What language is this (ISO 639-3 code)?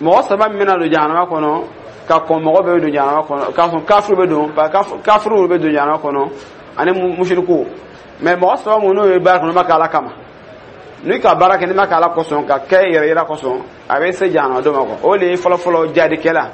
dyu